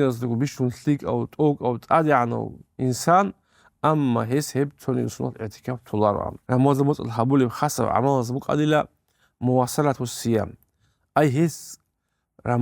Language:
Avaric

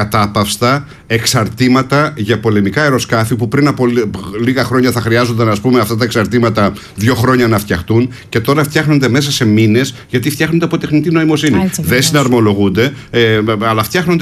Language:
Greek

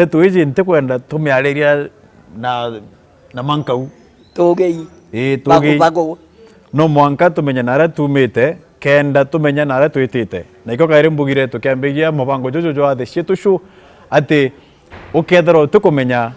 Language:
Meru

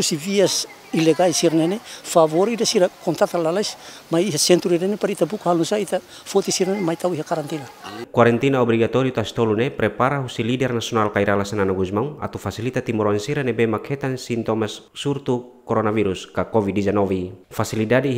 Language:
Tetum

